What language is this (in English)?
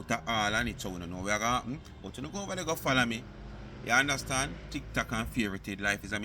Jamaican Creole English